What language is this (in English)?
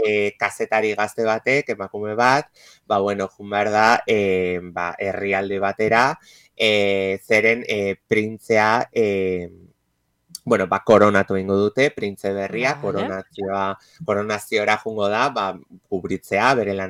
Basque